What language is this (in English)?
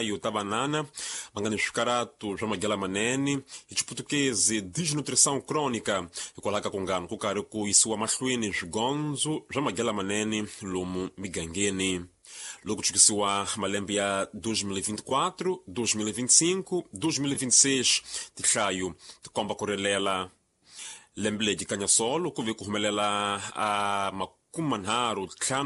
Tsonga